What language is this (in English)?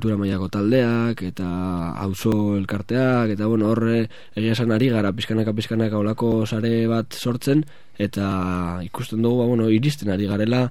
Basque